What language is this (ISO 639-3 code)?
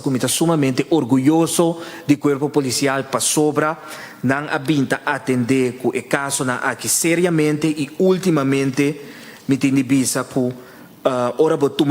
pap